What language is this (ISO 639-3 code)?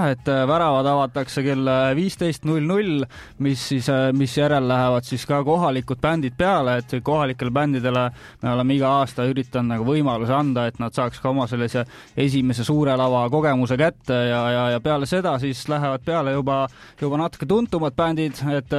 est